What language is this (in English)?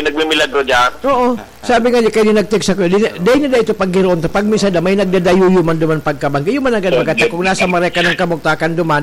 Bikol